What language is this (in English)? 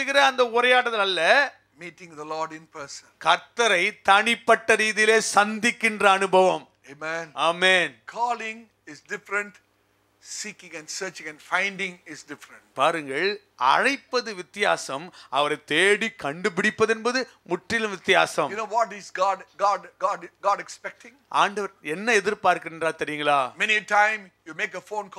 Tamil